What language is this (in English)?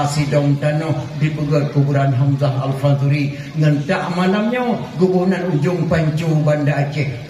Achinese